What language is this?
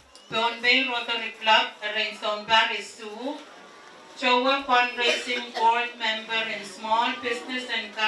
Pohnpeian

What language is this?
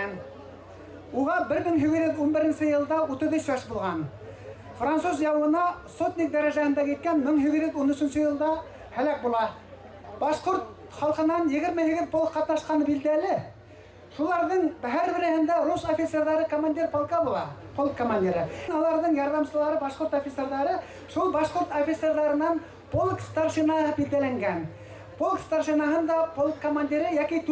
Bashkir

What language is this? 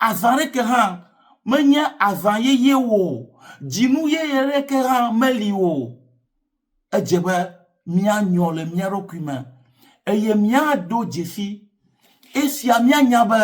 Ewe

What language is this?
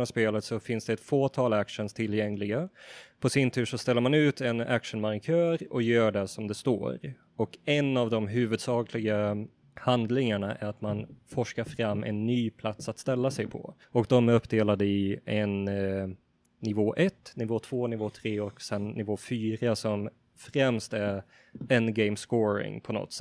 Swedish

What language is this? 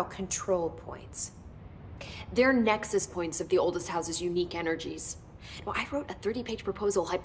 English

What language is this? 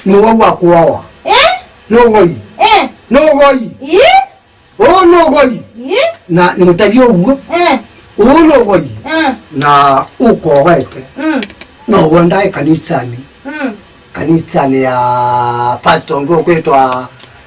Kamba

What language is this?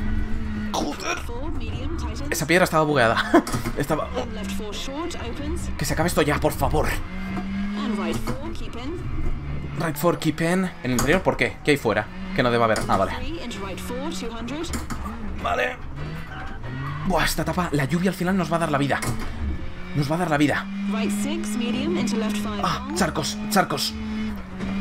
Spanish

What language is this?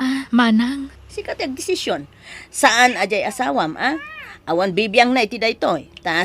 Iloko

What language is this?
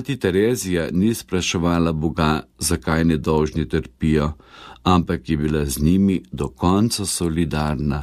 Slovenian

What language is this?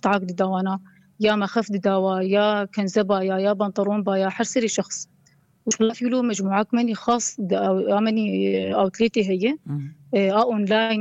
North Levantine Arabic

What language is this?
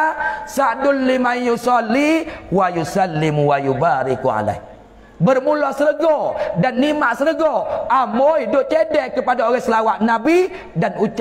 Malay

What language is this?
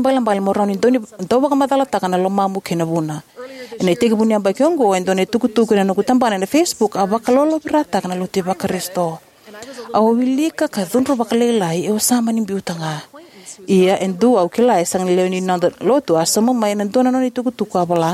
Fijian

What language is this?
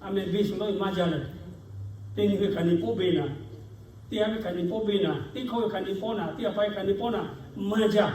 Lahu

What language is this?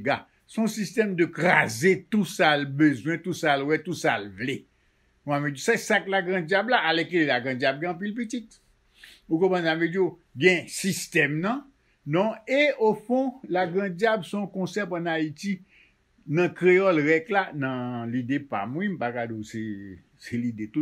Haitian Creole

